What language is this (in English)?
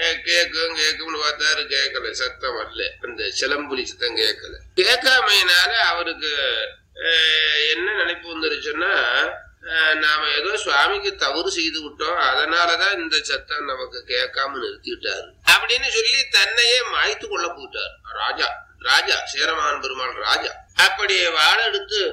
Tamil